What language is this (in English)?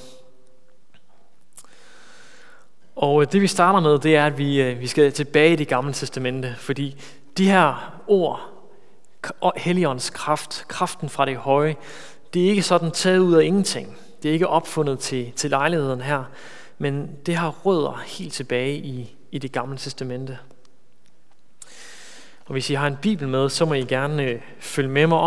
Danish